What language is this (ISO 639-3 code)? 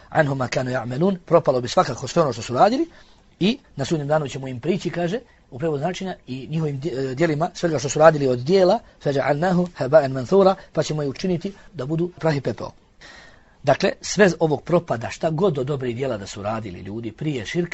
bos